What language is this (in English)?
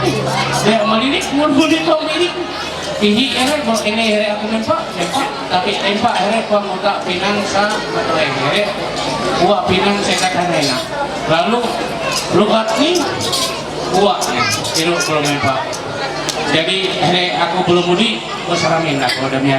Ma'anyan